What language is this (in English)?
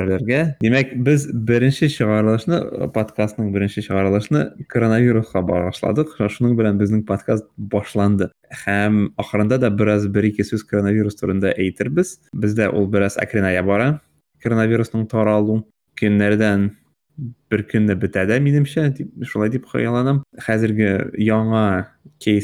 Tatar